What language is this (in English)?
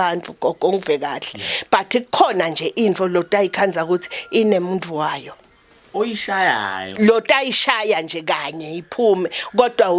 Zulu